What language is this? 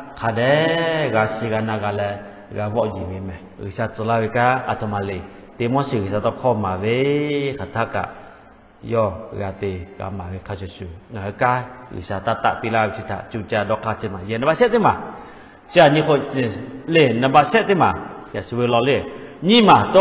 Lahu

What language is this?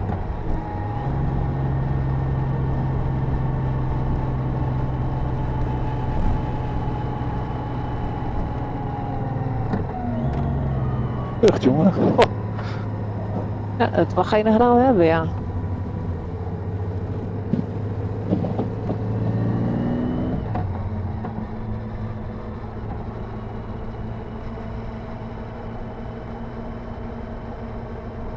Dutch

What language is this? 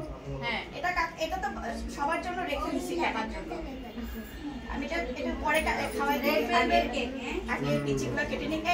Bangla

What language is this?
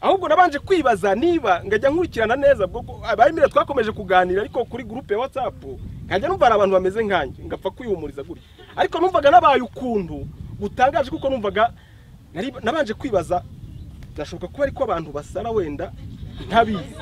Kinyarwanda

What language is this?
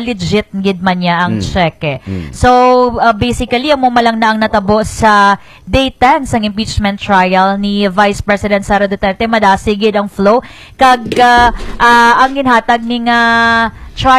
Hiligaynon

